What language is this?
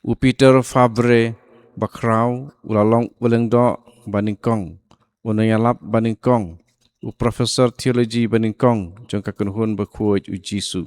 Khasi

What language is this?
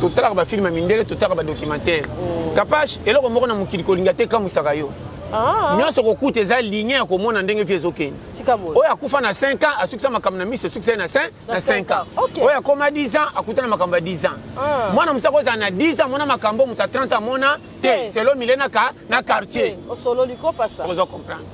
Lingala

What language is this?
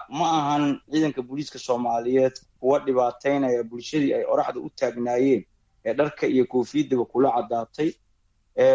Somali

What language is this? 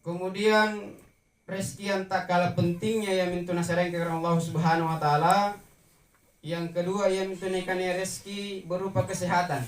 Makasar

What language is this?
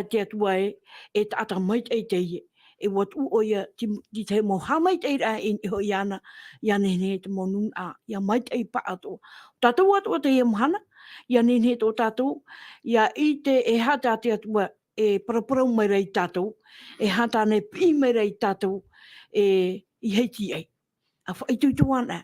Tahitian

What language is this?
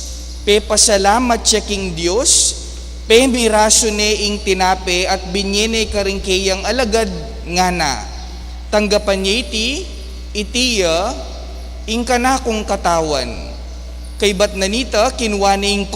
Pampanga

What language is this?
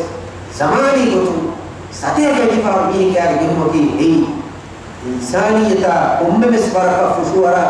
Divehi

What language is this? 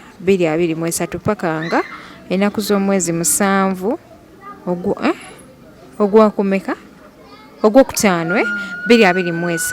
Ganda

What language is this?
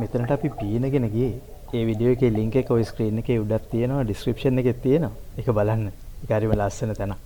Sinhala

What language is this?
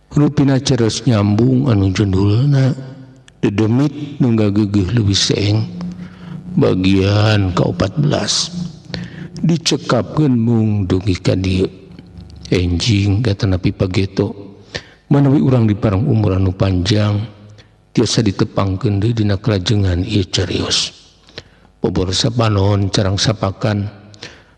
Sundanese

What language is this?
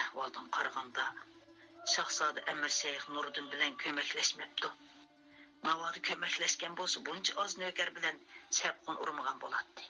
Uyghur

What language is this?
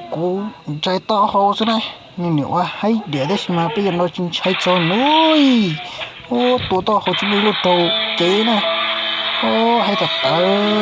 Hmong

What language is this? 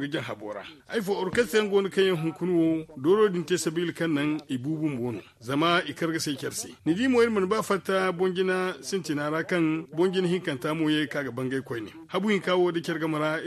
Zarma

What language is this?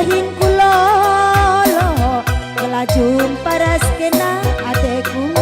Batak Karo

